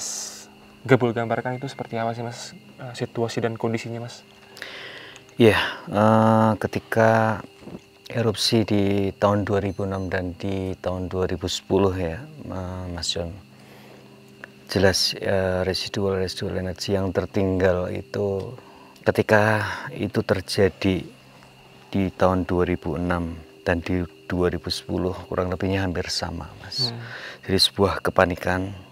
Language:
Indonesian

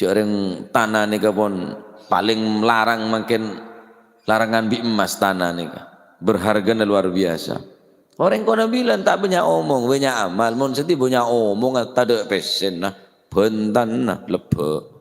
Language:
Madurese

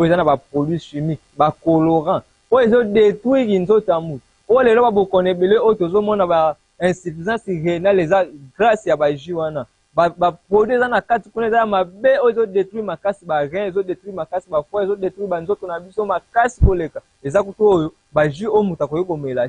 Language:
Lingala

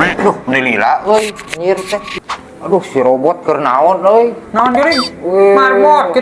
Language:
Sundanese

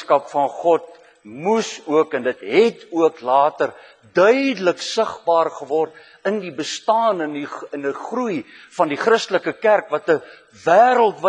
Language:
Afrikaans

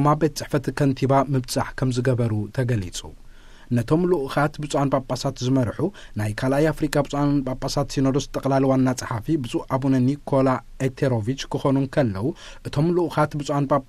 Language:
Tigrinya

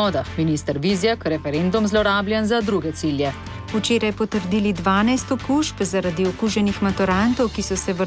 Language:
Slovenian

